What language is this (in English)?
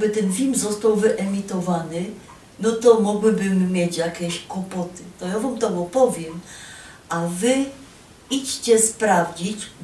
Silesian